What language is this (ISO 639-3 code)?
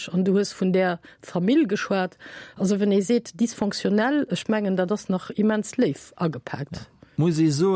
ltz